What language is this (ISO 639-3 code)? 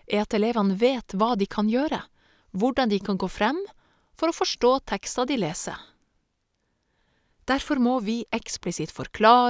nor